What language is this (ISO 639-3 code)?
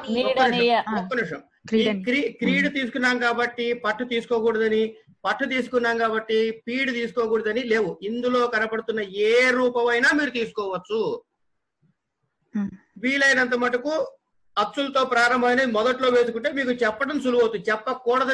tel